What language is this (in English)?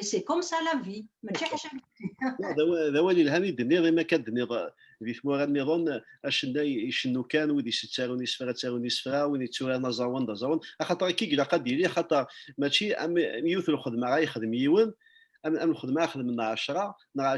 Kabyle